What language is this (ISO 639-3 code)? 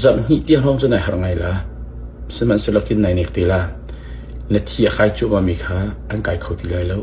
cnh